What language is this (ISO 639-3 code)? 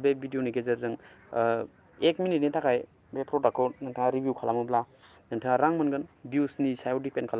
brx